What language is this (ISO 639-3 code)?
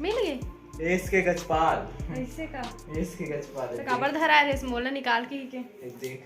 hne